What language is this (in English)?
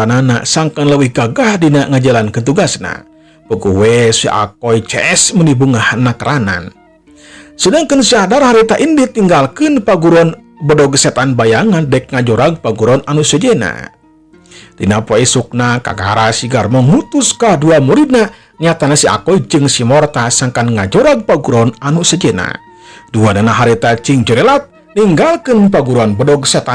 Sundanese